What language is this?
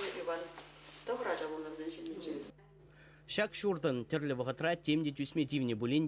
Chuvash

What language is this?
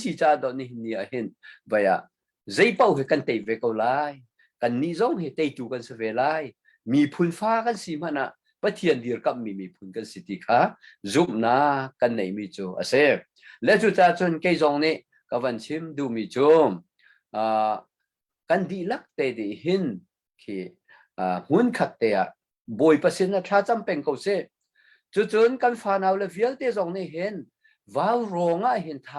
Hakha Chin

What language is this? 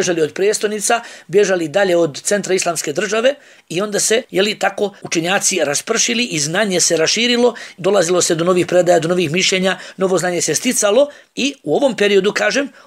Bosnian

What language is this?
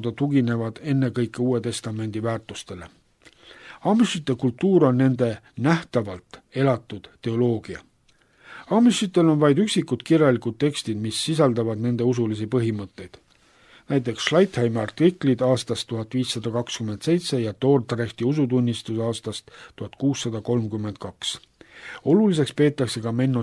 Estonian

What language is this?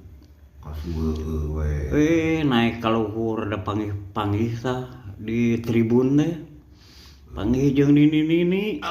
Sundanese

